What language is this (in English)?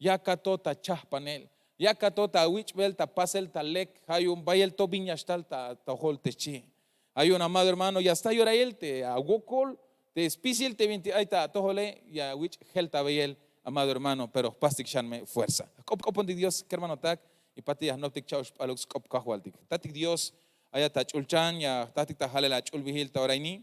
Tzeltal